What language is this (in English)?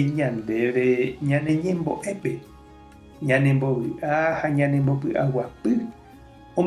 Guarani